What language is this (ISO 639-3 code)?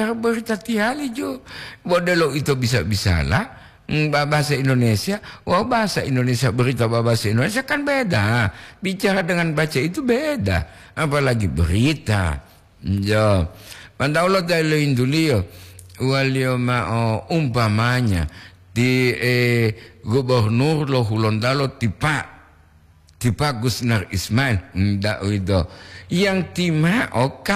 gor